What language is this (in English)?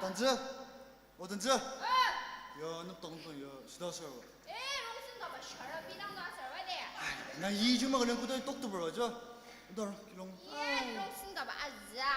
Ao Naga